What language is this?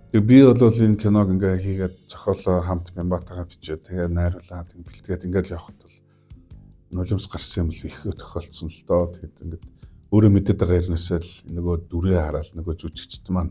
Mongolian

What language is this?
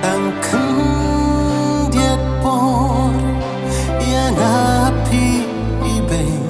Khasi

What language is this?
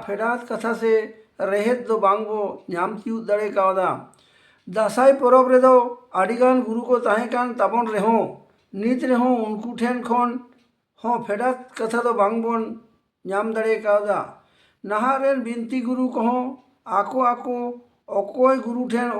Santali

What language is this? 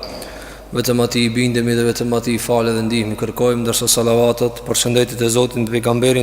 Albanian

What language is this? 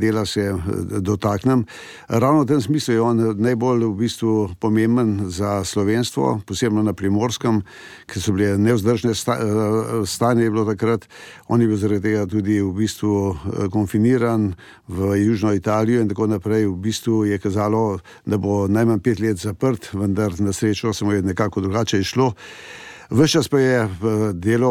Slovenian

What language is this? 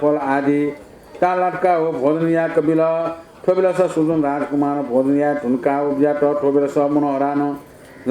Newari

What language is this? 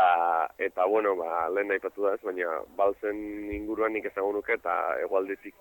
Basque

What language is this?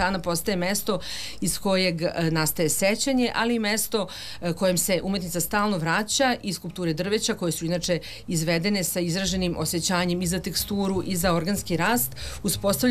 Serbian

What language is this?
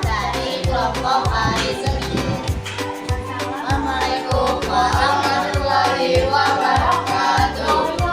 Betawi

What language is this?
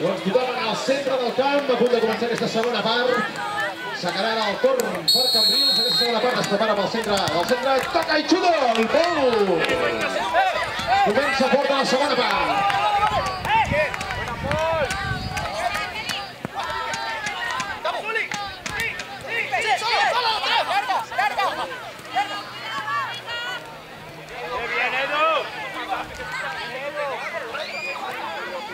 Catalan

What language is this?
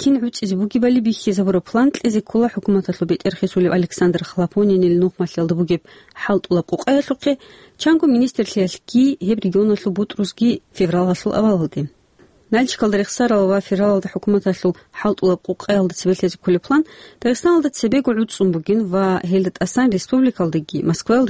Avaric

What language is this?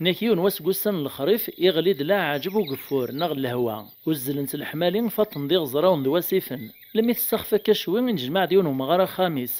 Kabyle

